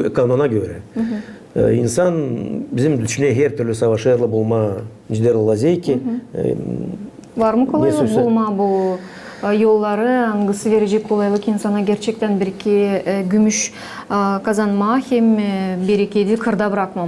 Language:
Gagauz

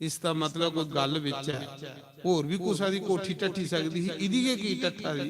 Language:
Dogri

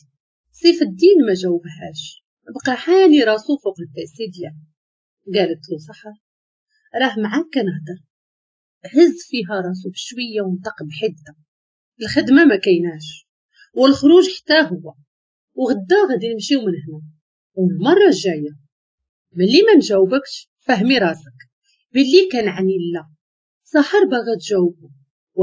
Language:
Moroccan Arabic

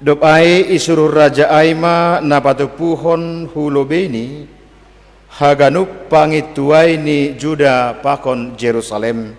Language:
Batak Simalungun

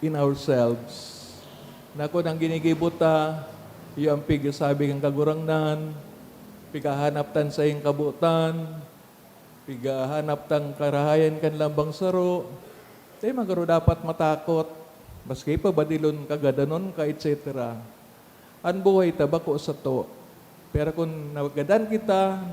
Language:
Bikol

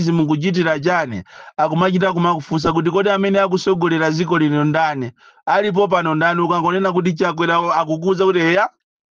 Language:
Nyanja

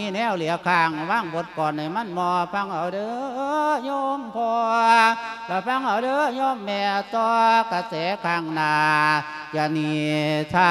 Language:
Lao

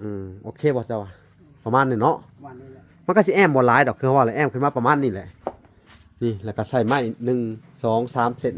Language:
Lao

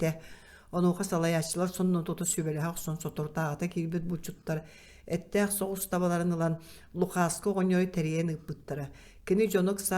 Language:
Yakut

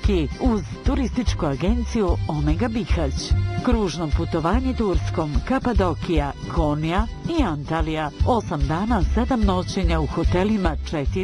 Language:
Bosnian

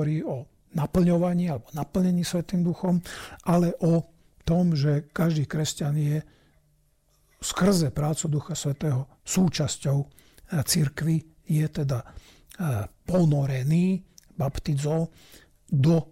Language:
Slovak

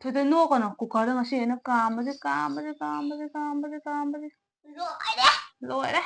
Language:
Manipuri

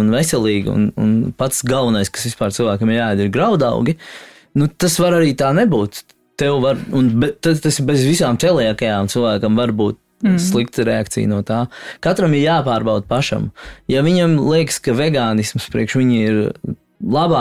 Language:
Latvian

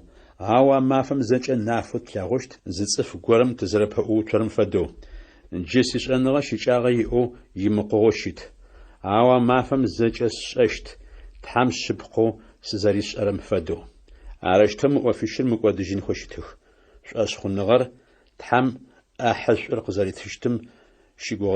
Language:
Adyghe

